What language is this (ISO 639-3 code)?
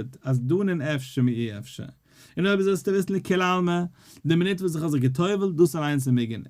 yid